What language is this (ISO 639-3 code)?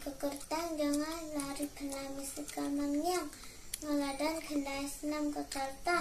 kha